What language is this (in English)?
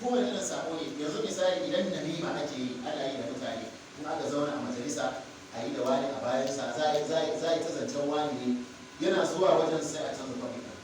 Hausa